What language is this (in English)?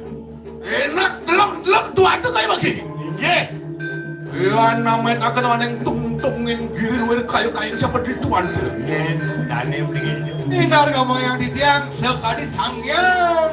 Balinese